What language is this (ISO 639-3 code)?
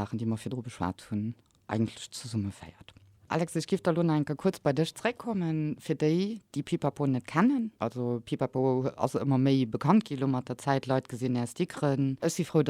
ltz